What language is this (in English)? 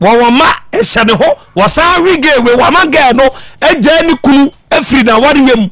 Akan